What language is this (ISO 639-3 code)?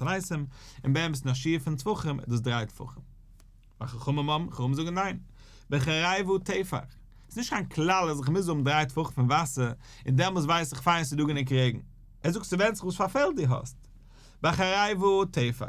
yid